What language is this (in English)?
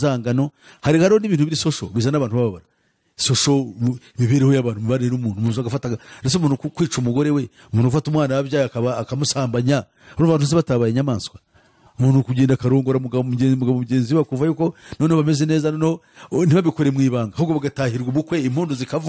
Kinyarwanda